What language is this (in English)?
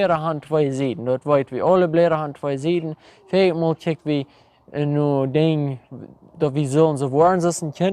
Plautdietsch